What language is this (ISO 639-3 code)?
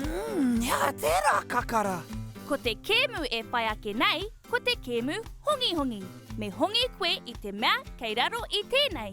mri